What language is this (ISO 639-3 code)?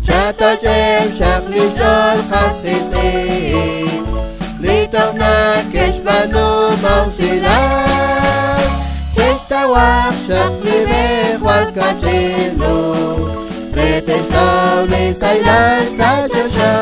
kek